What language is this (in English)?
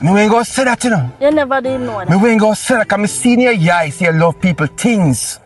Jamaican Creole English